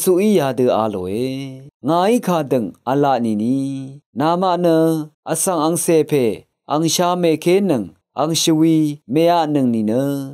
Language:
Rawang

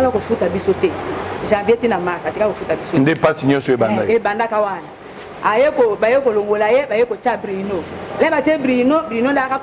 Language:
Lingala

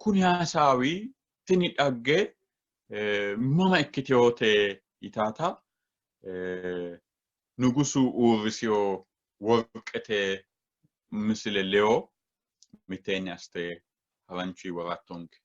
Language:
Sidamo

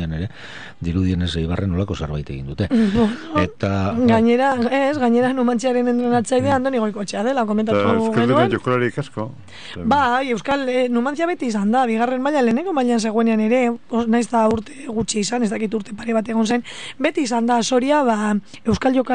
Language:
Basque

